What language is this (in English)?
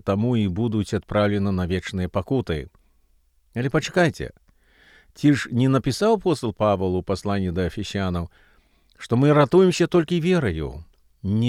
Belarusian